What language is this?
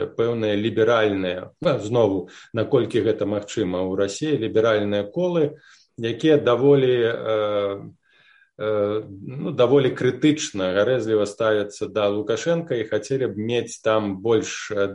Belarusian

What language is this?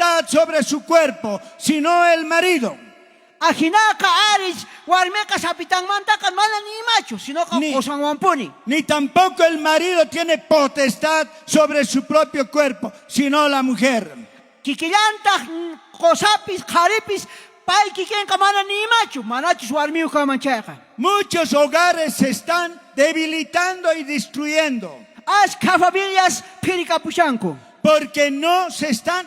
South Bolivian Quechua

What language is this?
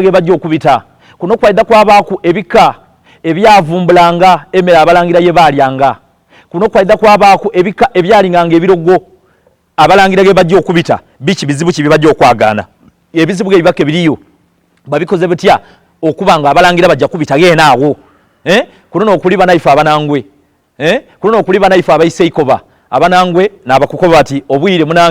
Soga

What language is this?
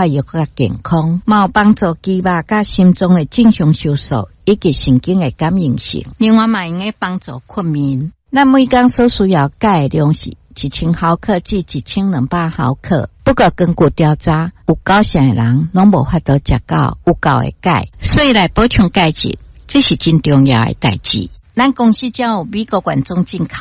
Min Nan Chinese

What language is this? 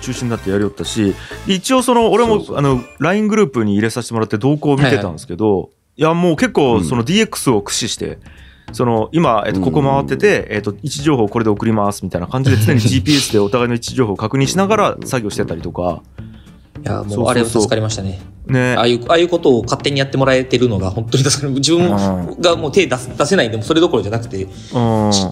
Japanese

